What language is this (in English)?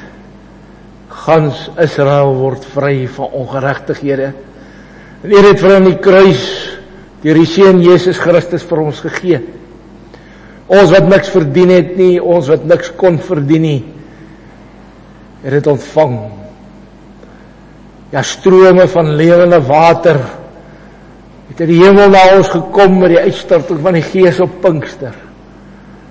Afrikaans